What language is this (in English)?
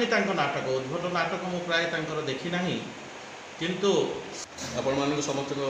Odia